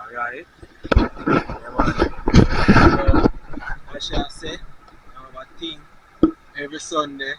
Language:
Jamaican Creole English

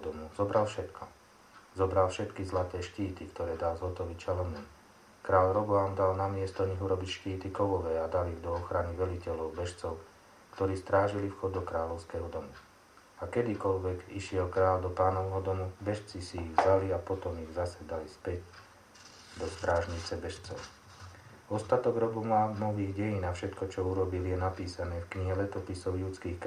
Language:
Slovak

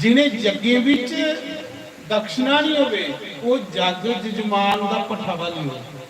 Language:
Dogri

